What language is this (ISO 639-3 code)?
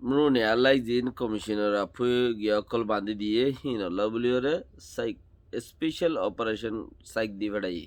rhg